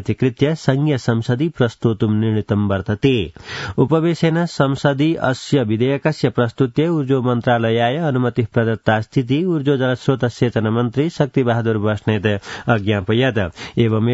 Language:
Sanskrit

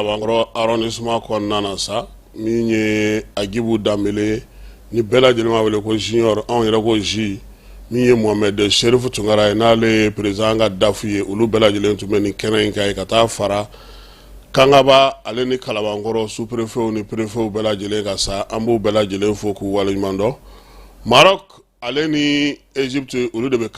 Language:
Bambara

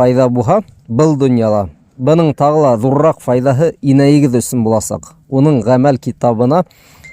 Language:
Bashkir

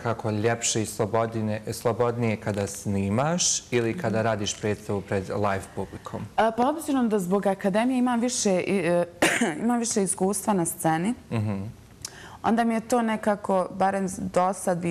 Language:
Bosnian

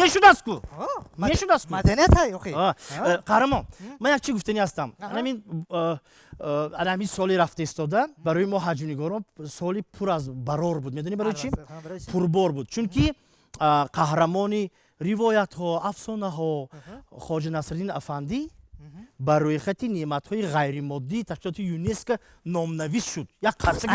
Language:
Tajik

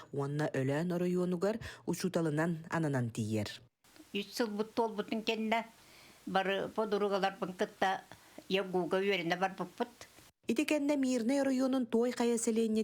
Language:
Yakut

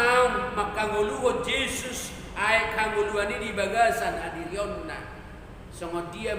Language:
Batak Toba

